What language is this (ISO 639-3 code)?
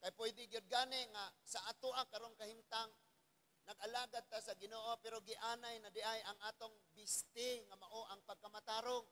ceb